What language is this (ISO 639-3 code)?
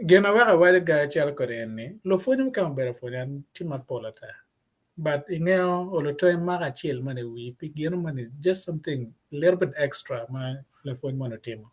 ach